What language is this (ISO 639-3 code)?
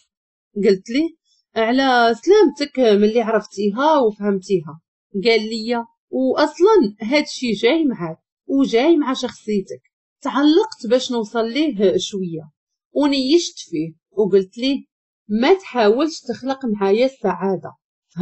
ary